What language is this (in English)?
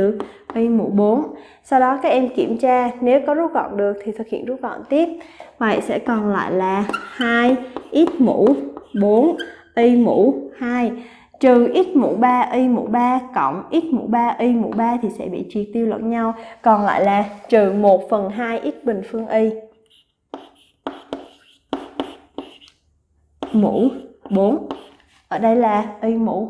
Vietnamese